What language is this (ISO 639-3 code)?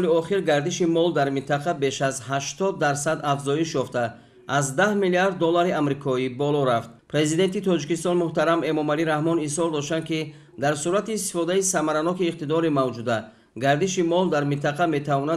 tgk